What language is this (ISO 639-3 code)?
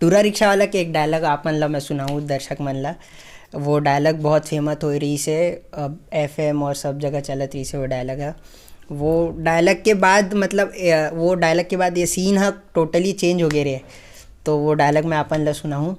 hne